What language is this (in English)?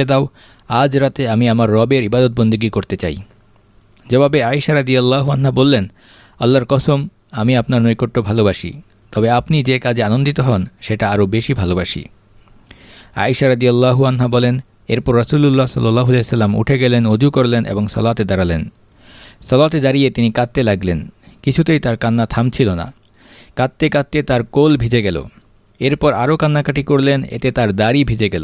Bangla